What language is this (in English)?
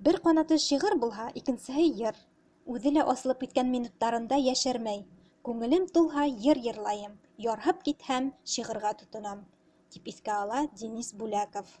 Bashkir